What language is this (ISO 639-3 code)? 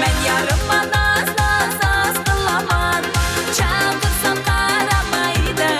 kaa